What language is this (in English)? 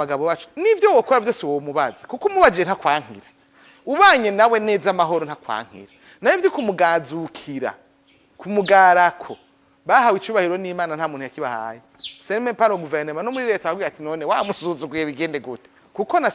Rundi